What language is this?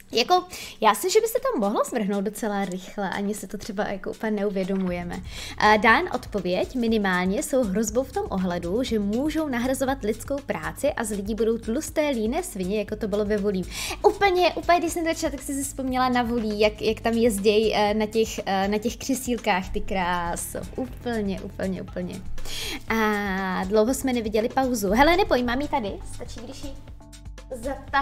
Czech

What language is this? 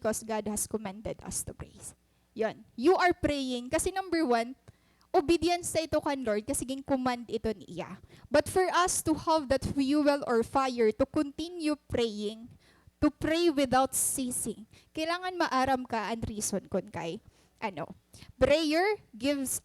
Waray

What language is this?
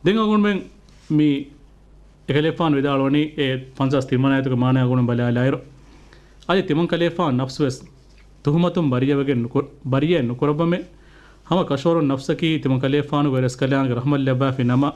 Divehi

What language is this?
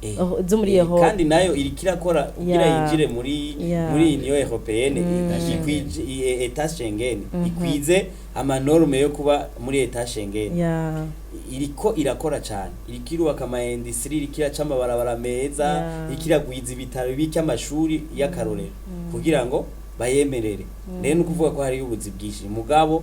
Rundi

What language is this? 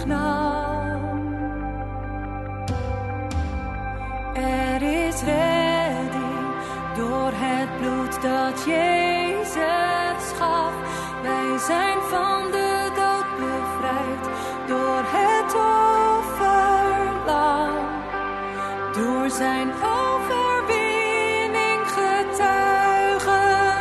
Dutch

